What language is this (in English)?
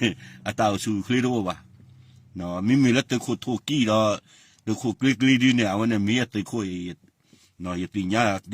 S'gaw Karen